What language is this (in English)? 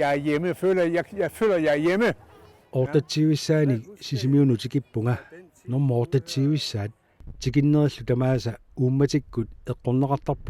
Kalaallisut